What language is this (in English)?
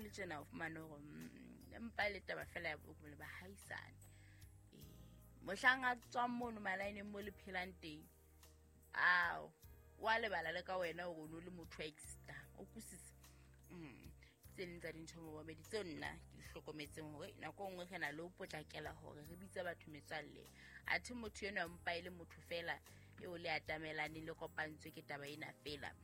Southern Sotho